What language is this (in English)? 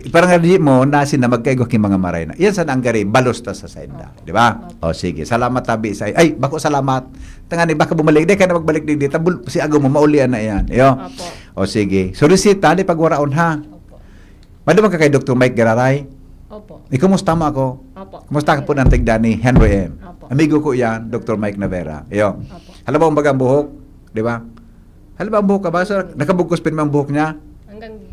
Bikol